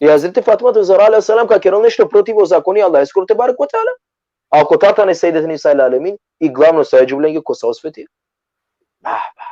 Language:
Balkan Romani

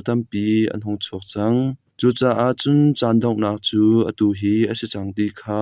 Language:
Hakha Chin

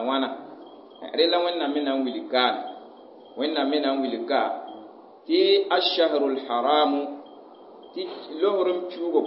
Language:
Mossi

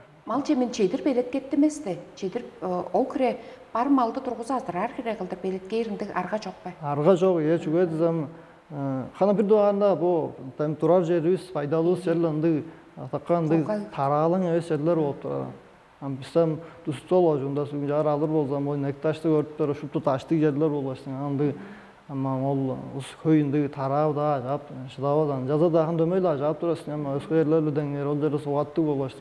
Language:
Tuvinian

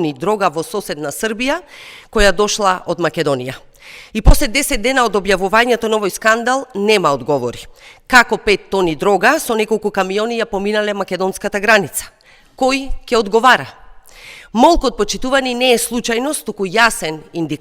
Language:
Macedonian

